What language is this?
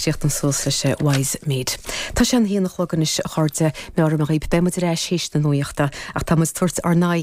Irish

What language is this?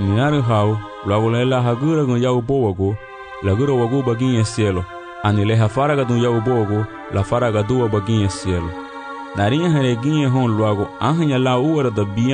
Garifuna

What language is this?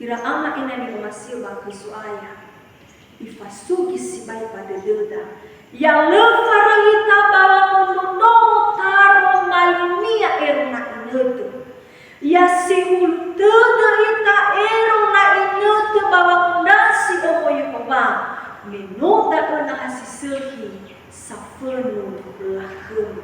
Nias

